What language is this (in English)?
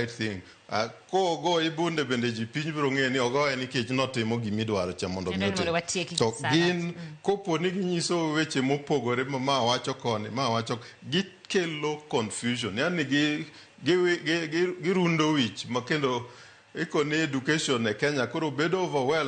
Luo (Kenya and Tanzania)